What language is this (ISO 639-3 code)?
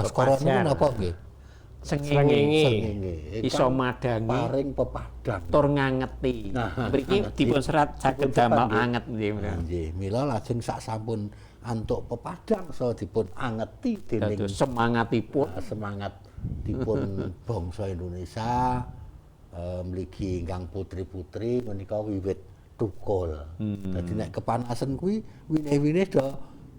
jav